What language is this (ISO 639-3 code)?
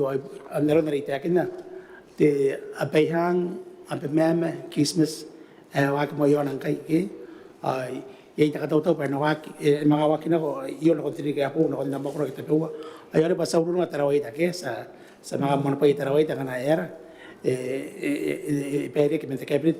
gil